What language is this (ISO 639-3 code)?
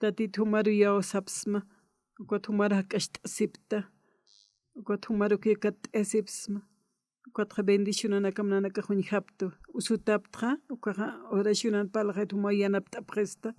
aym